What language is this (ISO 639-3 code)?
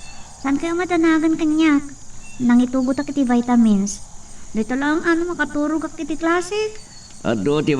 ilo